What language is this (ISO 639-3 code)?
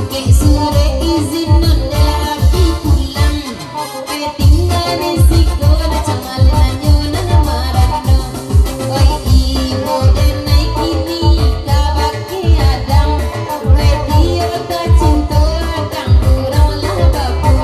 min